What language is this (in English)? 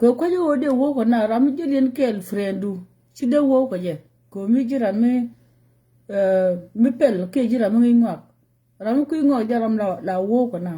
Nuer